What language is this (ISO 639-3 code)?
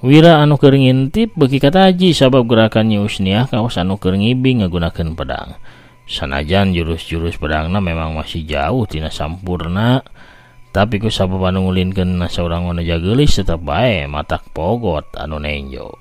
sun